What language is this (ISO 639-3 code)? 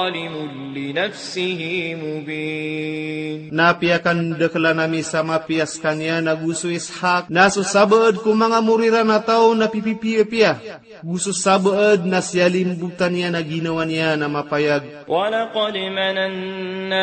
mrw